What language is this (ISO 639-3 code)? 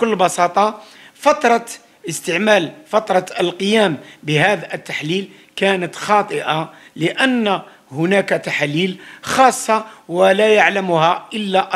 ara